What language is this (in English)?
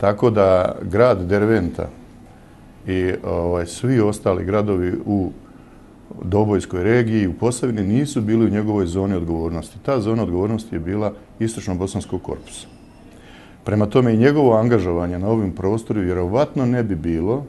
Bosnian